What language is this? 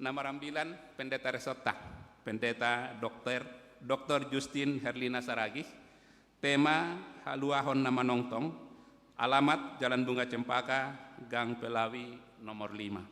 Batak Simalungun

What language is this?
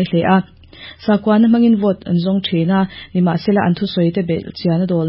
Mizo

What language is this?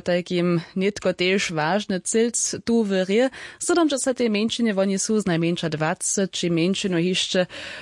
Upper Sorbian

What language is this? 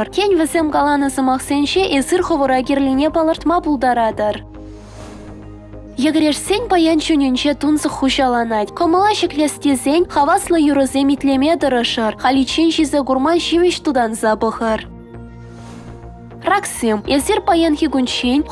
Chuvash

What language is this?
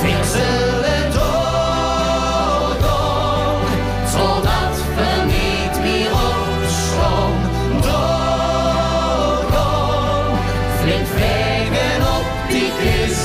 Limburgish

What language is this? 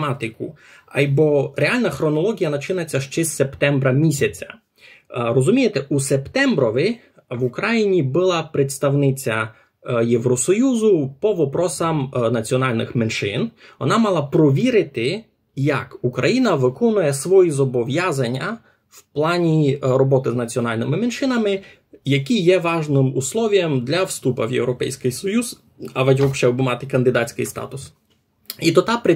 Rusyn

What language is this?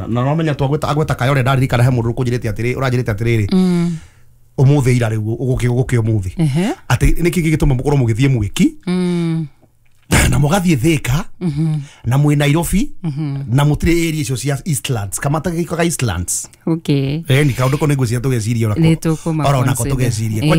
Kikuyu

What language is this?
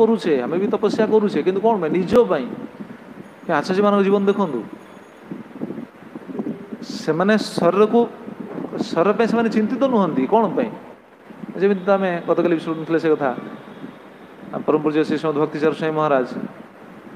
Odia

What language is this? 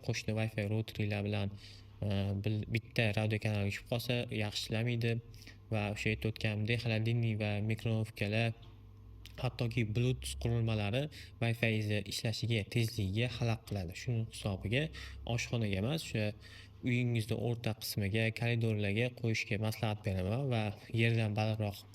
Uzbek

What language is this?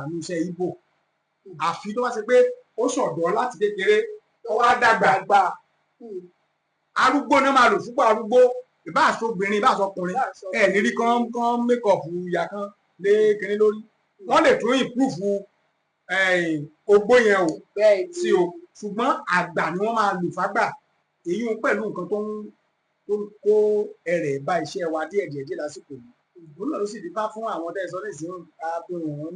Yoruba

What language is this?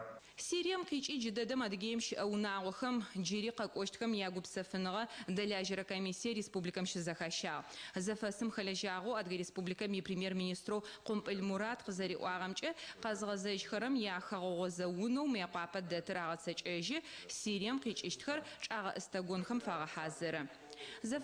Adyghe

